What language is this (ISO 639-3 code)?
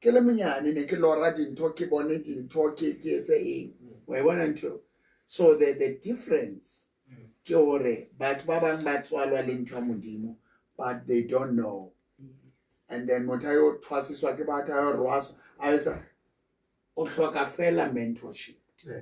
sot